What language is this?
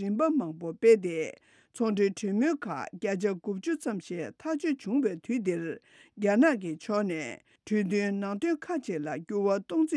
Tibetan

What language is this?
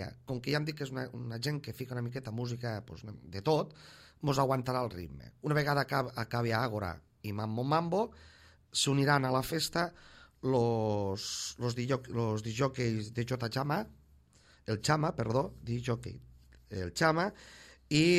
Catalan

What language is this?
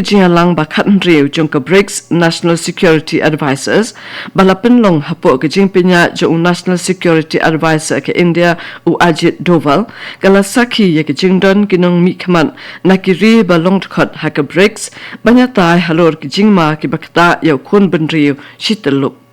Khasi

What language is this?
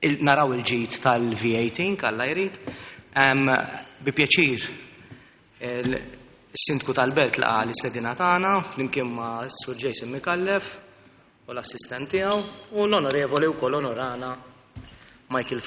Maltese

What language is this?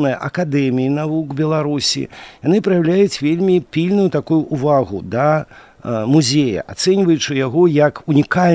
Belarusian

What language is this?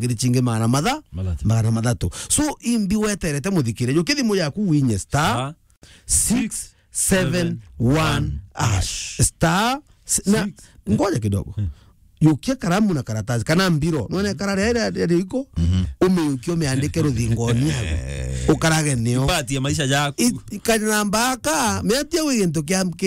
Meru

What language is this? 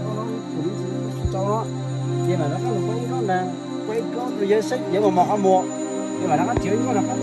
Hmong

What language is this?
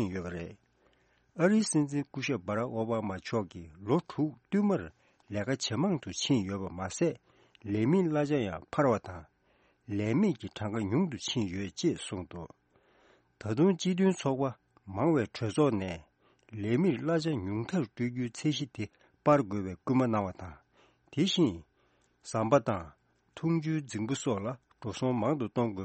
Tibetan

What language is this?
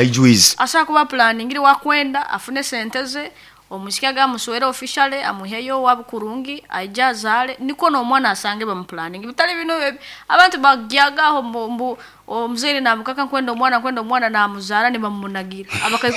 Nyankole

